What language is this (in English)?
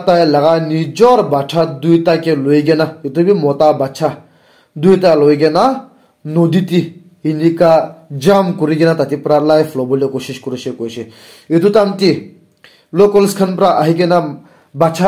Naga Pidgin